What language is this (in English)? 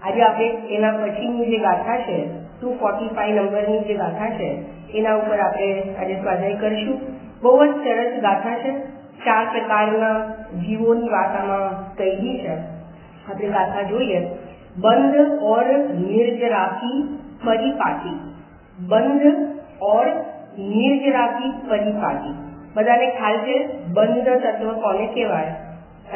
Gujarati